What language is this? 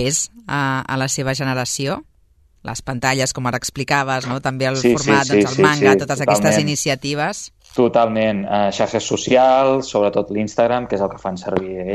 Catalan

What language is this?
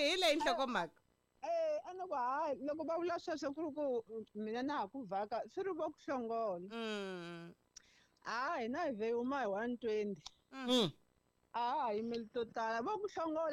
Tsonga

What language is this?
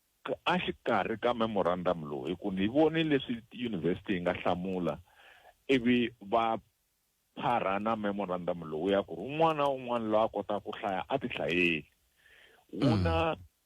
Tsonga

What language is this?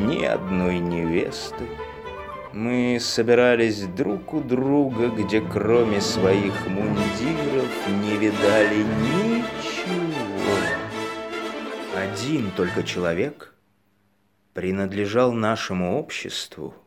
Russian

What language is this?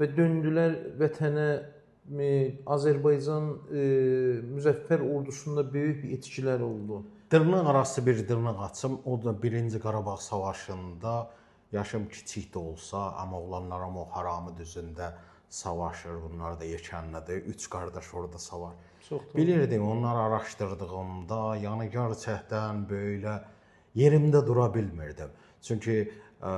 Azerbaijani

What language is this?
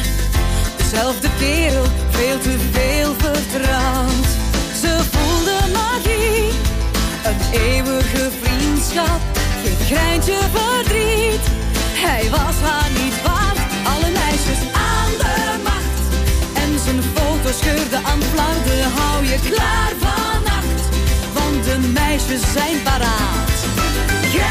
Dutch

